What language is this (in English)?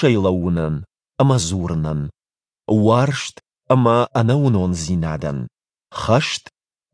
Ossetic